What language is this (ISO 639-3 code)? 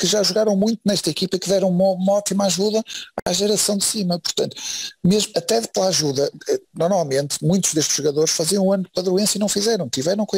por